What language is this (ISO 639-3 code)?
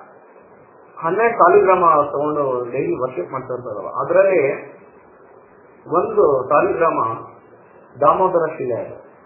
kan